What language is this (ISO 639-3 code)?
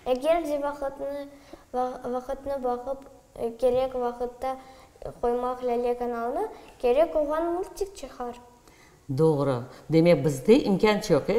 crh